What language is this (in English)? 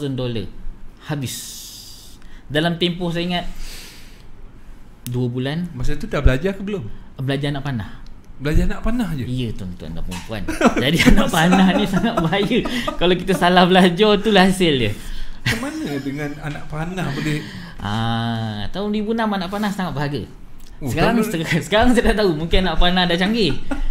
Malay